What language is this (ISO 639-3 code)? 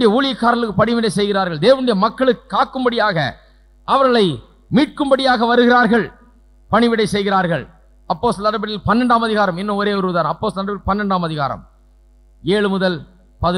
tam